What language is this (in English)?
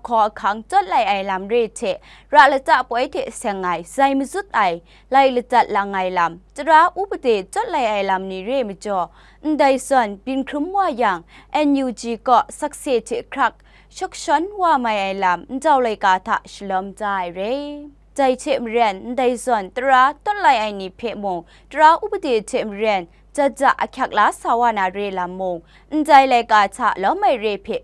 Kachin